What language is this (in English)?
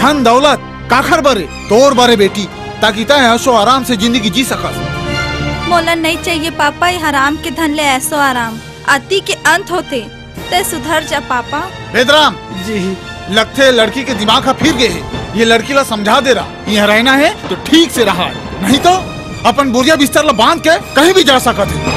Chhattisgarhi